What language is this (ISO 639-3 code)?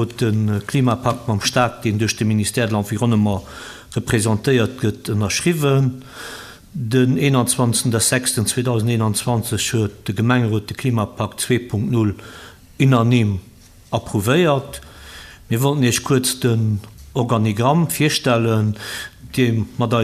ltz